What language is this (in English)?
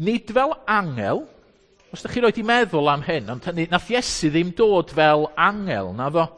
Welsh